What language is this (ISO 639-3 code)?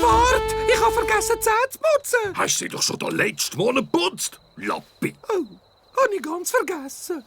gsw